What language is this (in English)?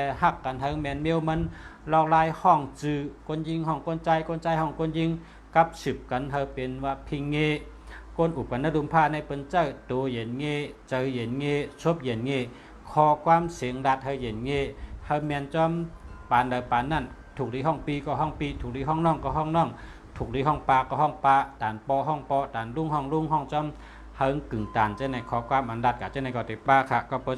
Shan